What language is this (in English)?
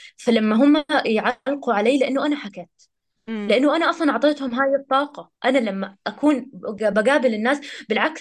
North Levantine Arabic